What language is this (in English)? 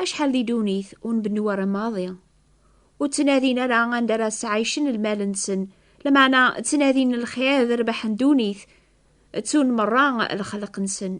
Kabyle